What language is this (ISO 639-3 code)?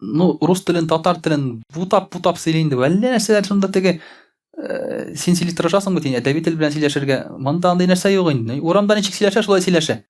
tat